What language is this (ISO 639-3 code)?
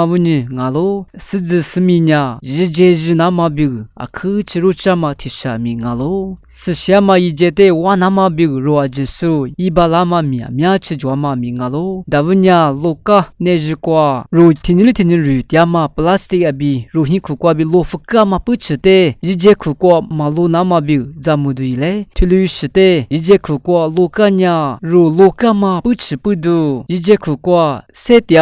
lis